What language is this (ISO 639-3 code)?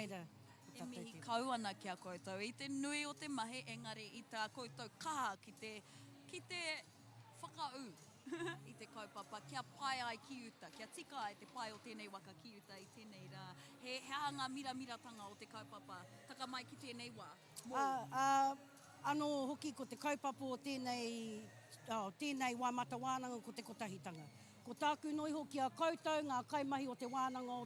mri